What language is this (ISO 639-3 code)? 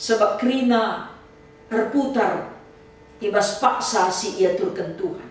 btx